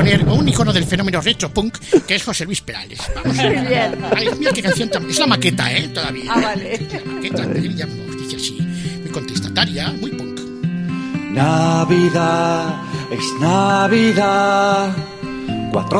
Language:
Spanish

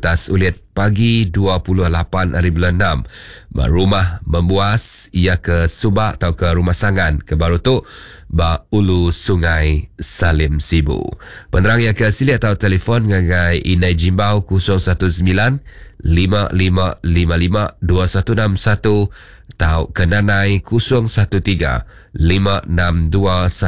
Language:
Iban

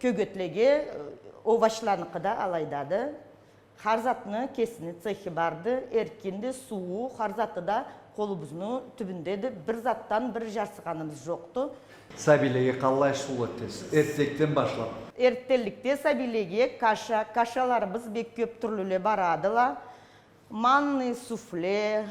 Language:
Karachay-Balkar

